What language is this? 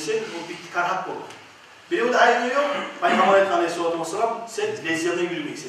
Kumyk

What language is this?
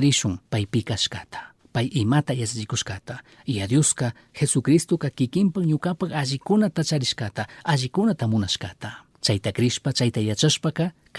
Chimborazo Highland Quichua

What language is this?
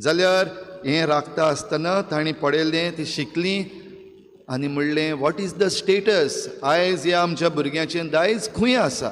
Konkani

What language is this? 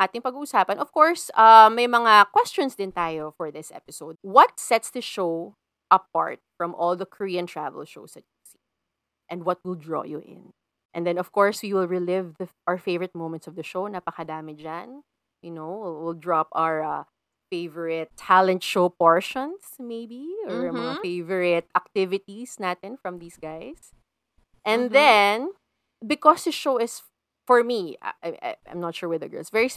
Filipino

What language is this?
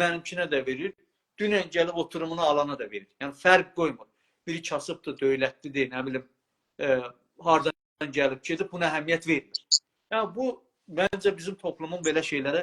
South Azerbaijani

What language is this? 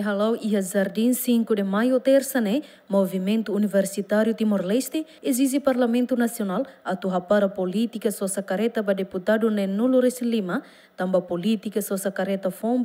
Tetum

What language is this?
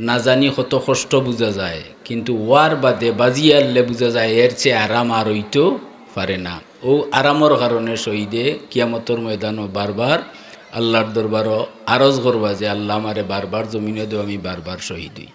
Sylheti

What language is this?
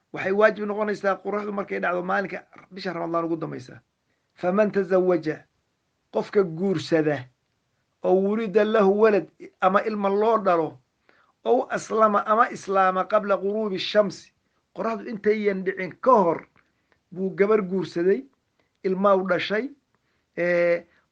Somali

